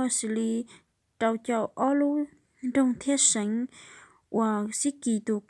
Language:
Hmong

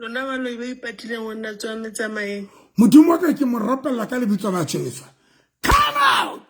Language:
Southern Sotho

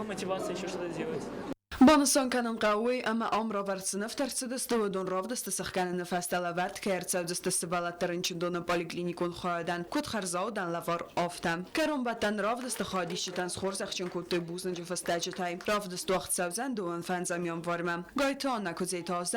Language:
Ossetic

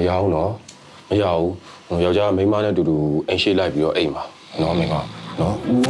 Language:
Burmese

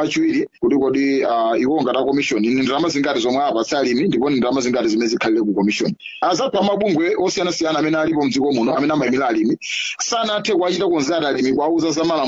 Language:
Nyanja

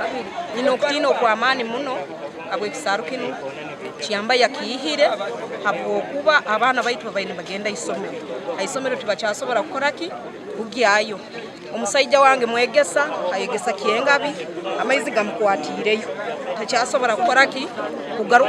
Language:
Nyankole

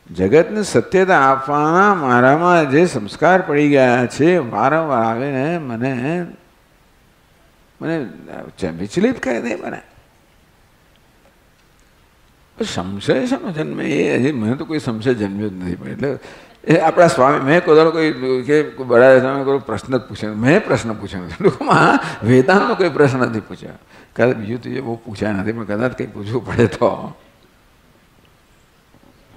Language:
Gujarati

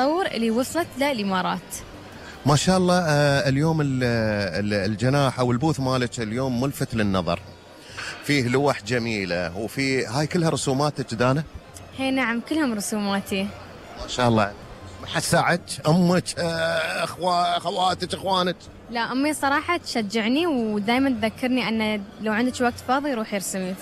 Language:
Gulf Arabic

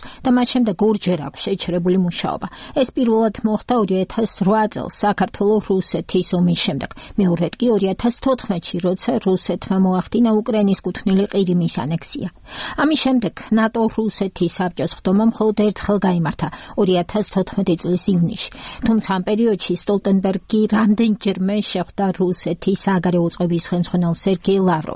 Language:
Georgian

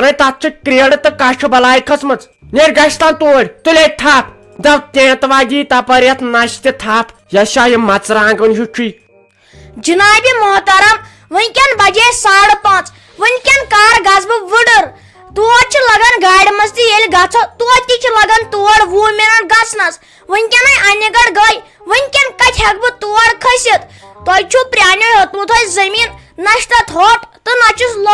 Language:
Kashmiri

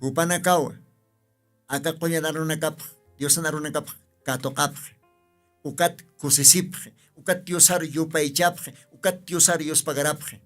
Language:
Aymara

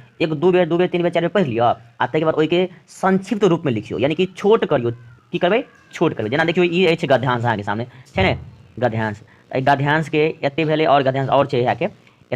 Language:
Maithili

